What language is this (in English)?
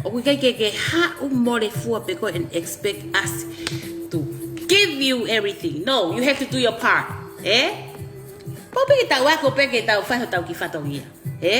Tongan